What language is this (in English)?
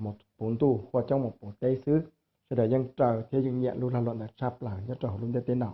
Hmong